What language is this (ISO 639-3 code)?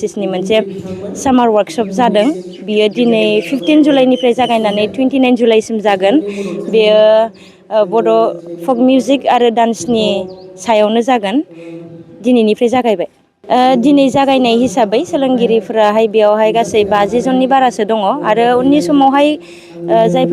brx